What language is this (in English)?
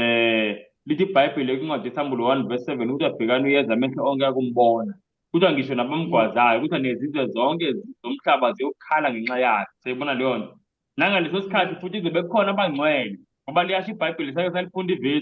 Zulu